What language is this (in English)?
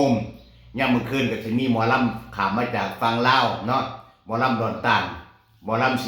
Northeastern Thai